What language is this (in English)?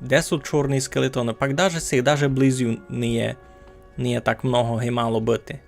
Rusyn